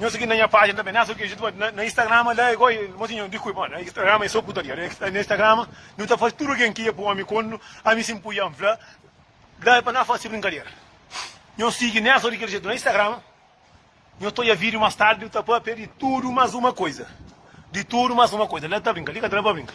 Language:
Kabuverdianu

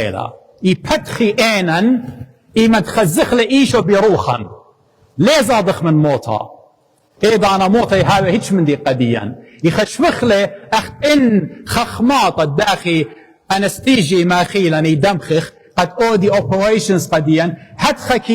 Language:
Assyrian Neo-Aramaic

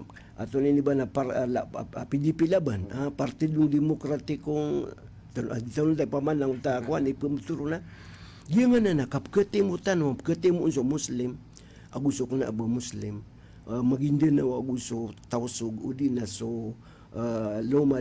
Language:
Maranao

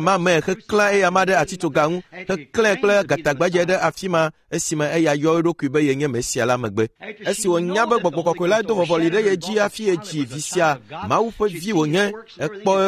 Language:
Ewe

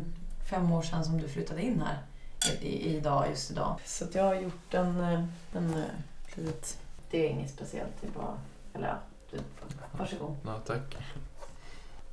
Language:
Swedish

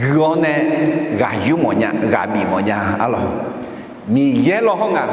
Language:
Akha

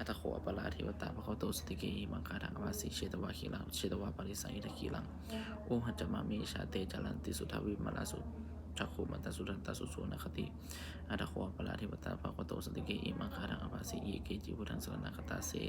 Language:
Pali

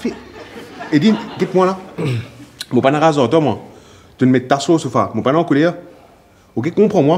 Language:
Morisyen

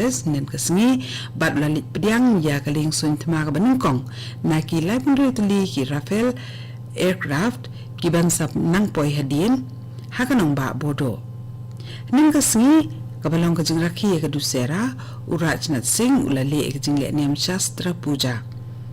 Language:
Khasi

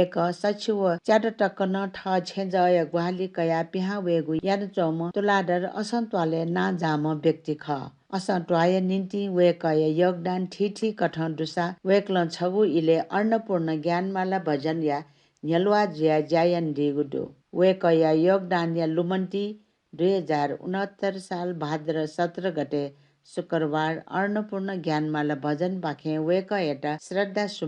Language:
Newari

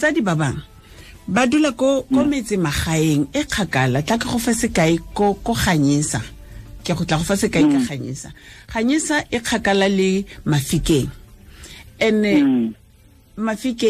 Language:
Tswana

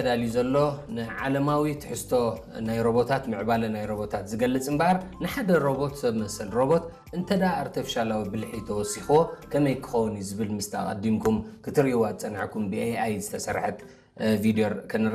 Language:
Tigrinya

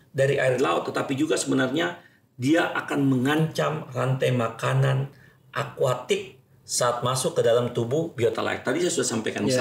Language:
Indonesian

